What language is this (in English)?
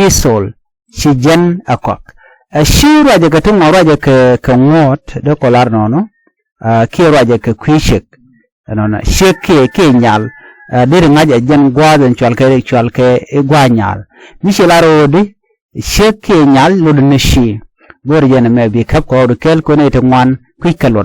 Nuer